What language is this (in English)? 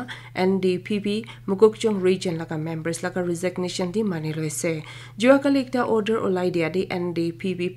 Naga Pidgin